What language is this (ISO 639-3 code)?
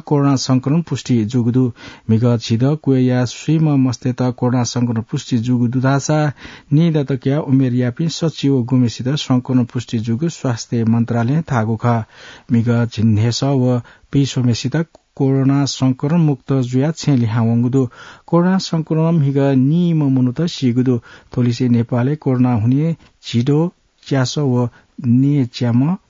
new